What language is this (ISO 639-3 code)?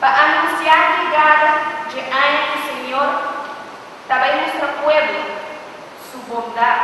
pap